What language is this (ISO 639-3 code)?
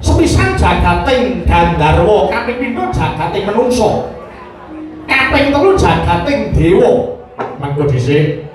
jav